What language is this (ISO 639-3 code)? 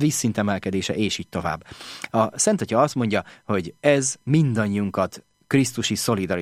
hun